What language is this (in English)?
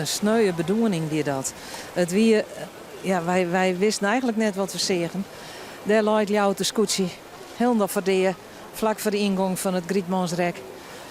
Western Frisian